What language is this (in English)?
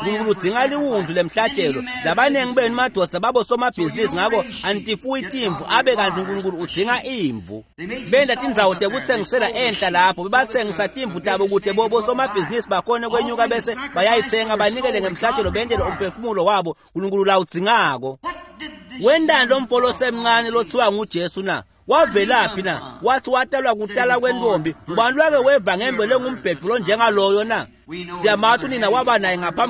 Swati